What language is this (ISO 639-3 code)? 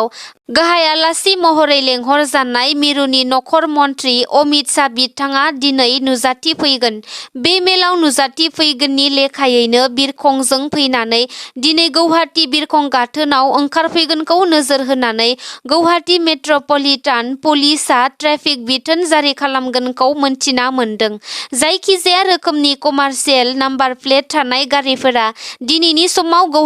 brx